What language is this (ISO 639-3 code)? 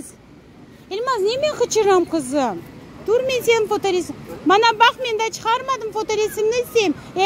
crh